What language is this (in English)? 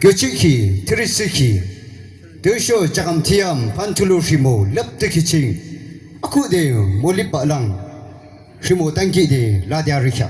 Yimchungru Naga